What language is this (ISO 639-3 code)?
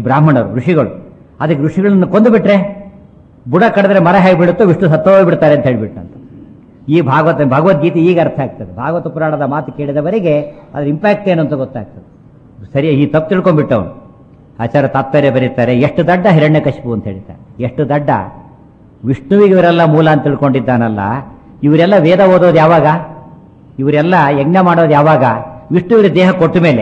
kan